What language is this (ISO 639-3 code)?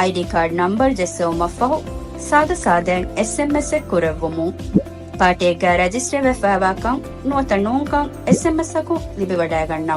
div